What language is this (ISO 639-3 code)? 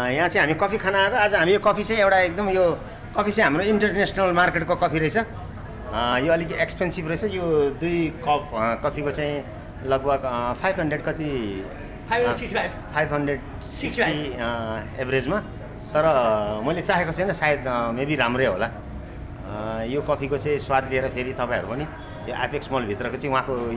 nep